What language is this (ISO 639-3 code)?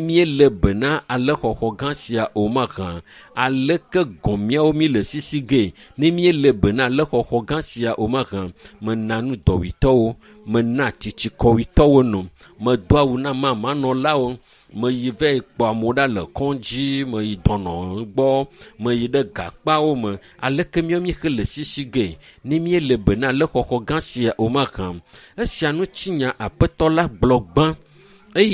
ewe